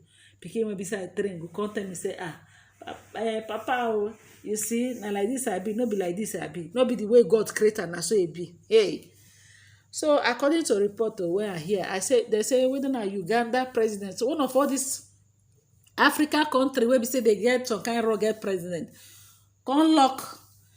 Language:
Nigerian Pidgin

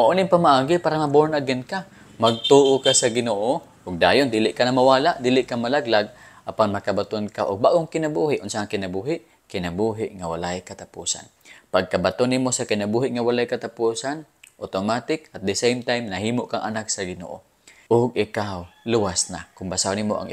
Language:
Cebuano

